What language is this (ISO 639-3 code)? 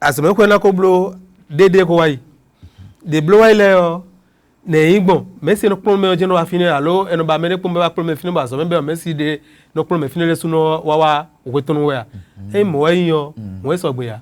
fon